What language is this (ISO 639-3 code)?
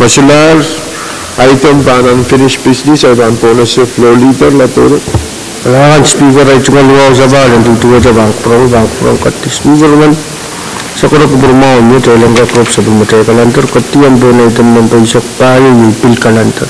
pon